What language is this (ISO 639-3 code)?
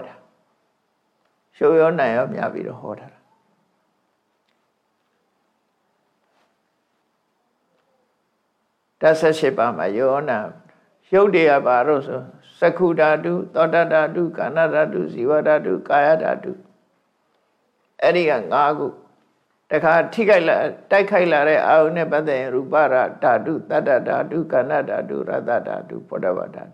mya